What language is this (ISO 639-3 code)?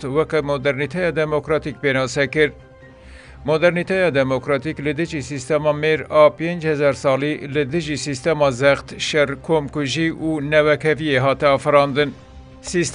kur